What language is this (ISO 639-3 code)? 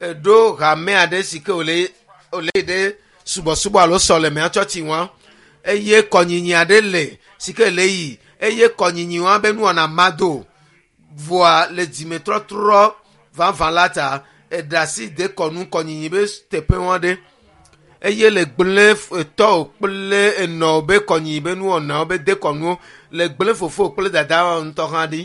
ewe